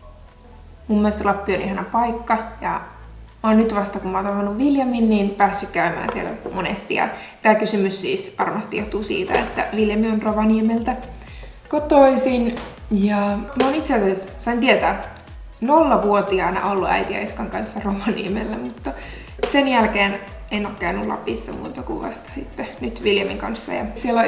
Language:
Finnish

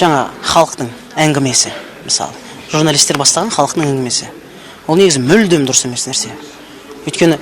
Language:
Kazakh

